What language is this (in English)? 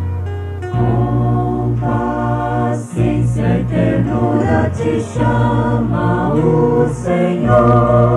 Portuguese